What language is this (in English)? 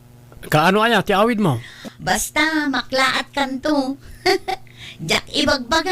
Iloko